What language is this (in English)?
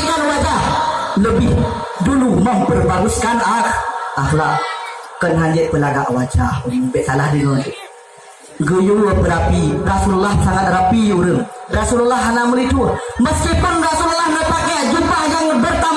Achinese